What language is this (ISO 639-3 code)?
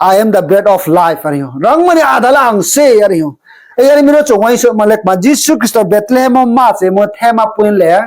ria